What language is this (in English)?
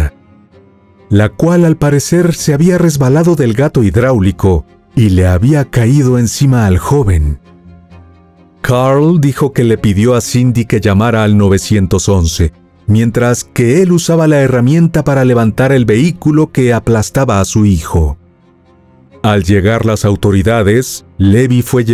Spanish